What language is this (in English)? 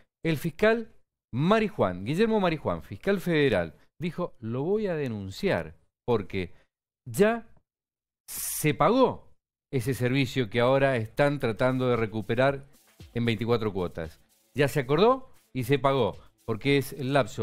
Spanish